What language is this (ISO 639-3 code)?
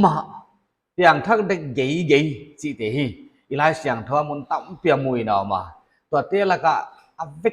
pck